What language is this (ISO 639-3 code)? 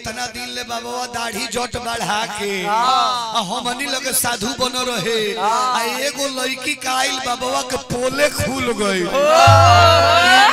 bho